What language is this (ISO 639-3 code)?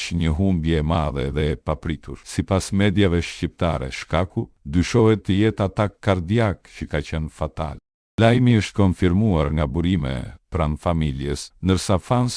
sqi